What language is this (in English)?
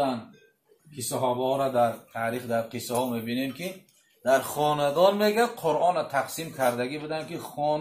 Tajik